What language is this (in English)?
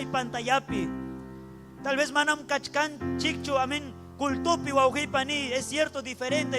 Ayacucho Quechua